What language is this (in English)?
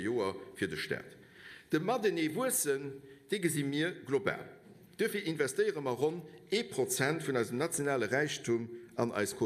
Luxembourgish